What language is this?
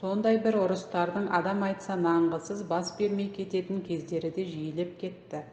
Kazakh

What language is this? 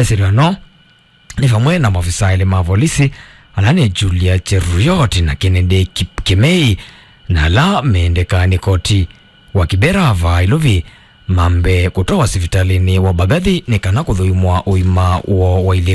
Kamba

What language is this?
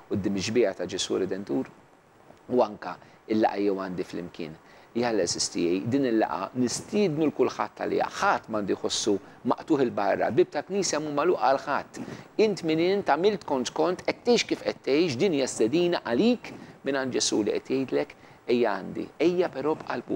Maltese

